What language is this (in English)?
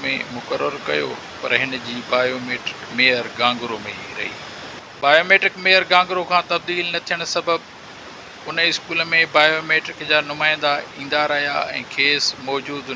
Sindhi